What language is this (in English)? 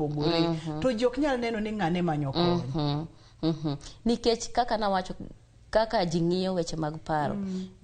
Luo (Kenya and Tanzania)